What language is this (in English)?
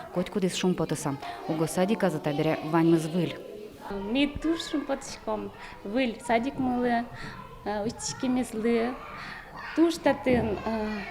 Udmurt